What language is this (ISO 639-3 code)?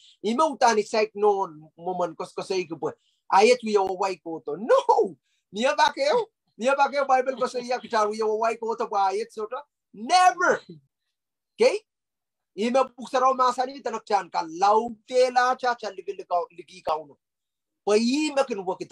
pon